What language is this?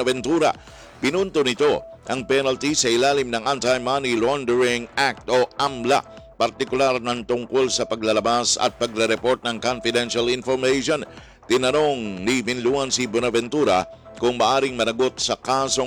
Filipino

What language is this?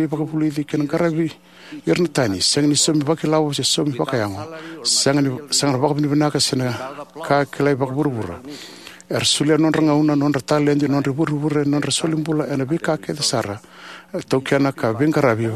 Fijian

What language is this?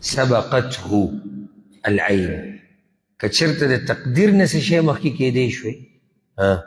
Pashto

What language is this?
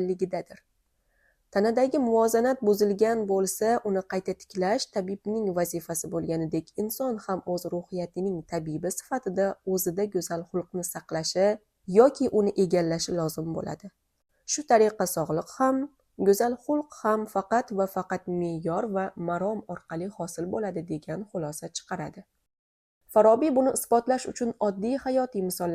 Uzbek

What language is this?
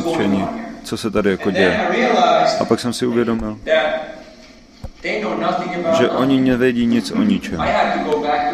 Czech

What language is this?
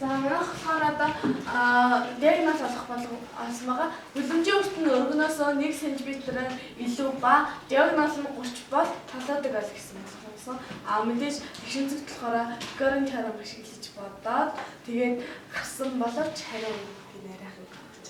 Mongolian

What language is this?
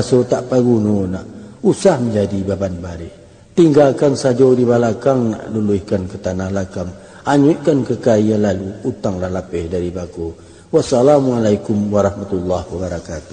Minangkabau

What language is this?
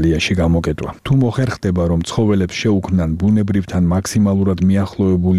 Georgian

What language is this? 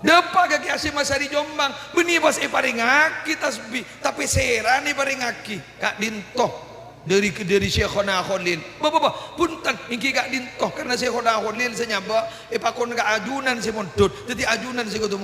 Madurese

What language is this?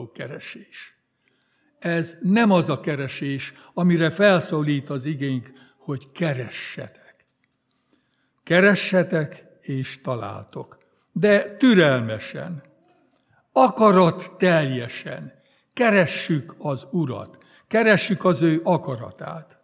Hungarian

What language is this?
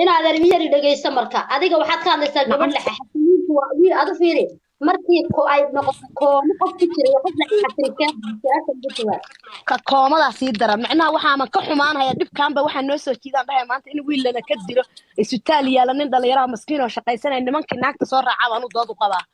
Somali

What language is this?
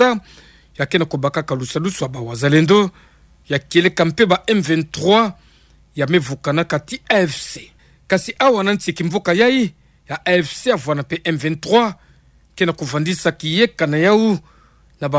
Kituba (Democratic Republic of Congo)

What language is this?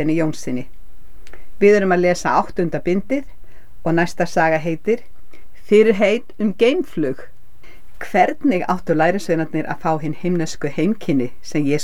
Icelandic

